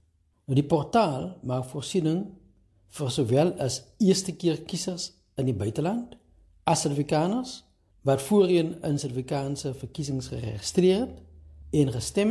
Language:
Afrikaans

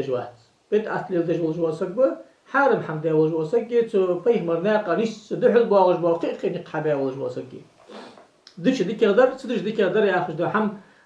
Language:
Ingush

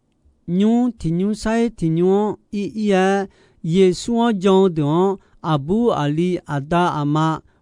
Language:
Akha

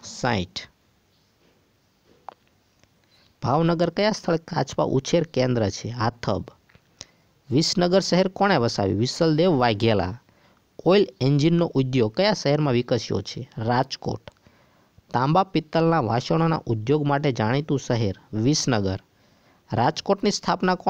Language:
Gujarati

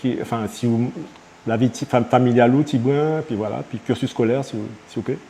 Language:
Guadeloupean Creole French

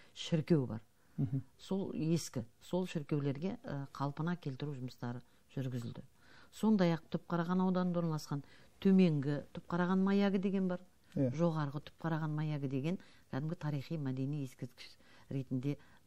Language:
Kazakh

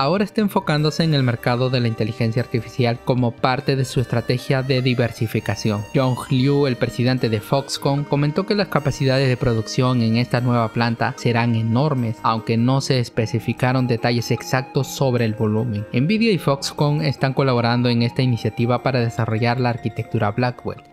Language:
Spanish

